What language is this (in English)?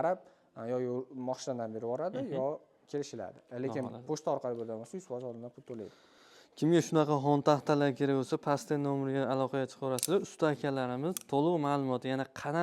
Uzbek